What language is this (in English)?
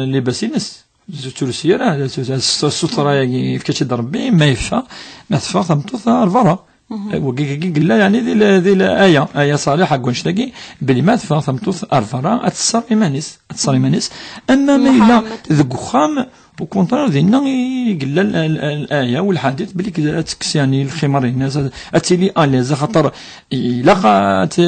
Kabyle